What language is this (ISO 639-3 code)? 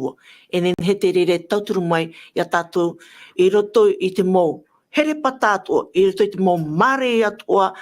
tah